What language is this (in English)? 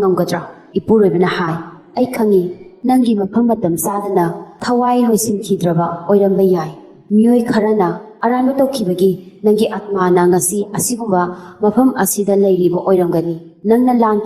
Manipuri